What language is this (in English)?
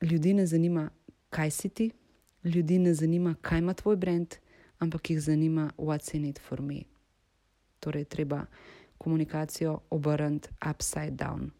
Slovenian